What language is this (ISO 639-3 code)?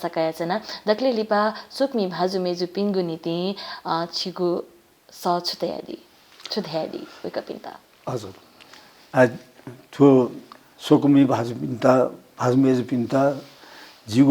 new